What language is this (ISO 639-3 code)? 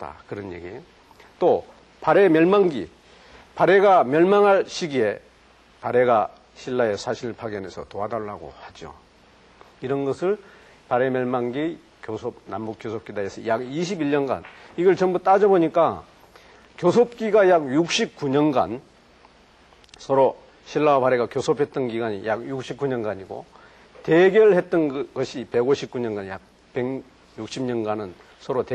kor